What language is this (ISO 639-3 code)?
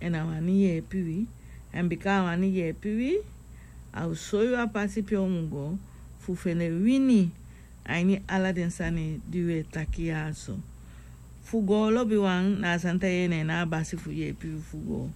srn